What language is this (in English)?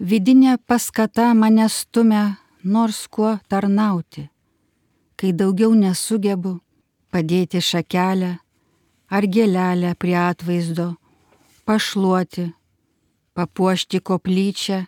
Lithuanian